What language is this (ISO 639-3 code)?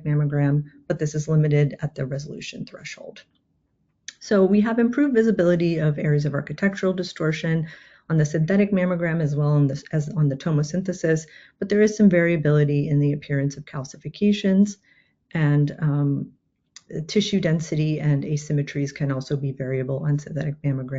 eng